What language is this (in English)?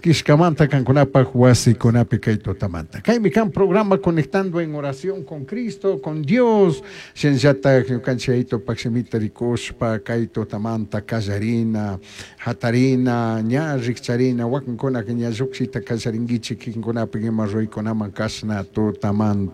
Chimborazo Highland Quichua